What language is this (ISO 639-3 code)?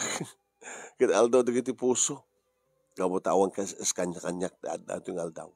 ilo